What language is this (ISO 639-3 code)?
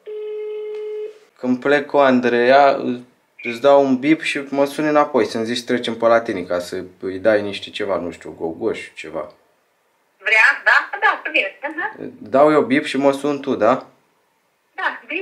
ron